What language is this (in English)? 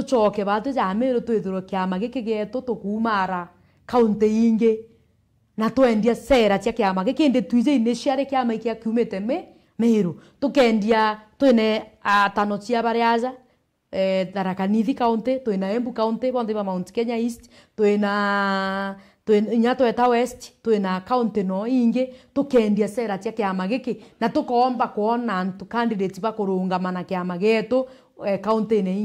Meru